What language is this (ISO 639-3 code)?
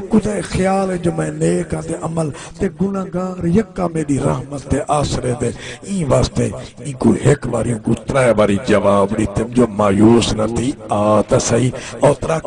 skr